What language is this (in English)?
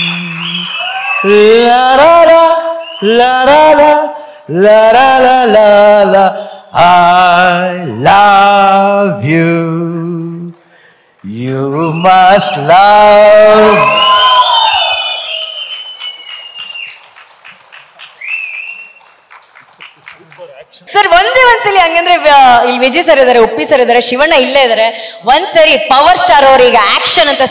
Kannada